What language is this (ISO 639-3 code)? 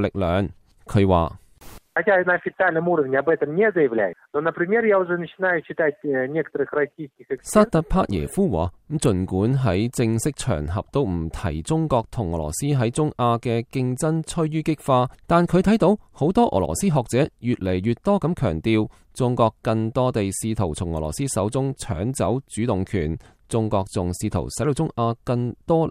yue